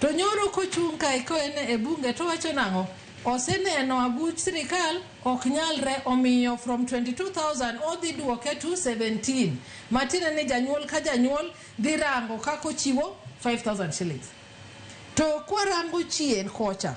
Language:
Luo (Kenya and Tanzania)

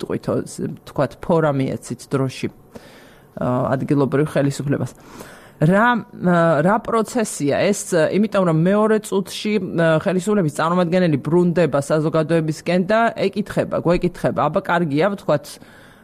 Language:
Georgian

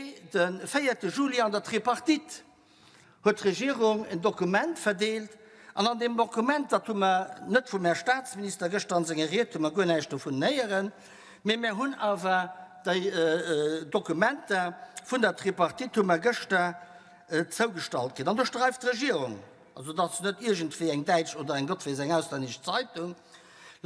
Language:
Luxembourgish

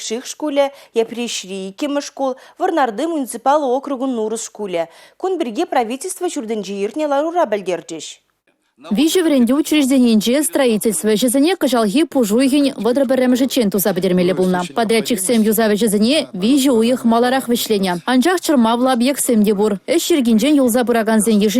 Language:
Chuvash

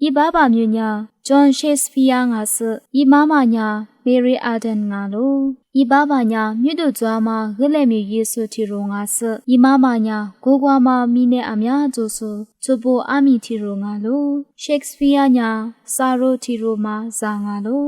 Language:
Lisu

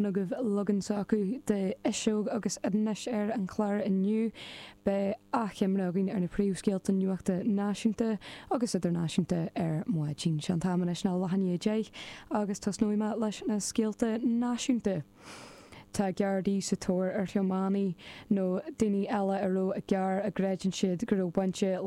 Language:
Irish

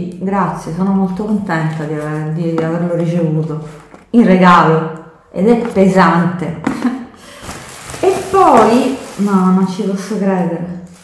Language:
Italian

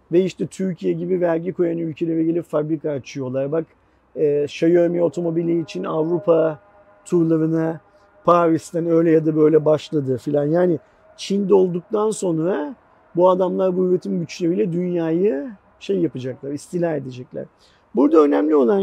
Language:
Turkish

